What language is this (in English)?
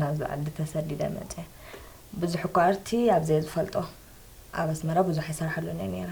Tigrinya